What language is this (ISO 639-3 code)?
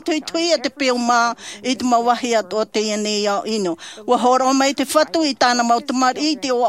tah